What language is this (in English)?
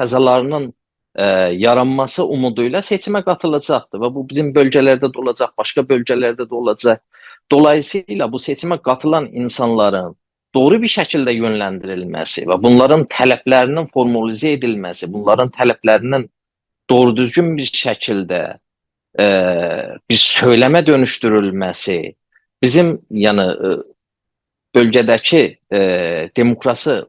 South Azerbaijani